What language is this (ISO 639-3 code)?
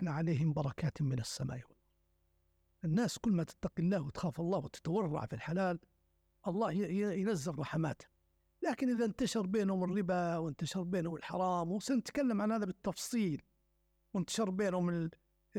ara